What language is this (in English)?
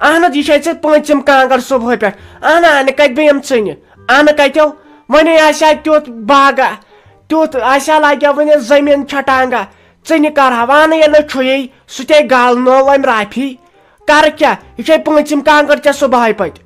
Kashmiri